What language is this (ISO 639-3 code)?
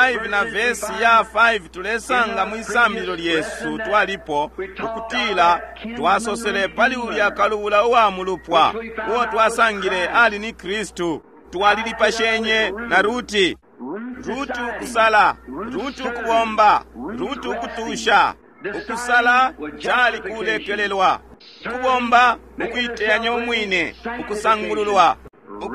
bem